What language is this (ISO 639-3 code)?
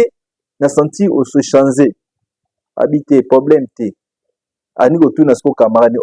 lin